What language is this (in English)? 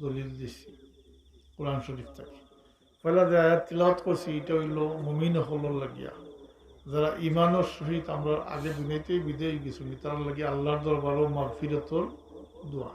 Sylheti